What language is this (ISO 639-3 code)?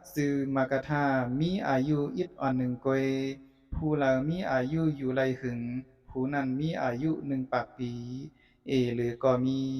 shn